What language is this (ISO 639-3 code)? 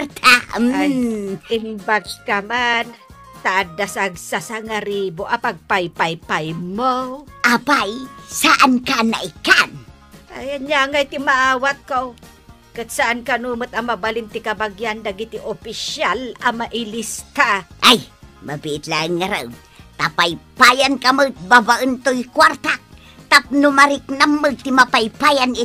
ilo